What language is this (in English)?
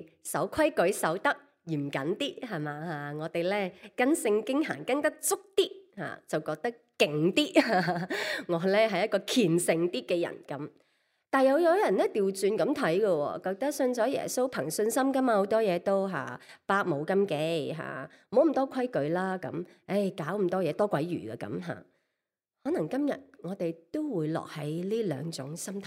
Cantonese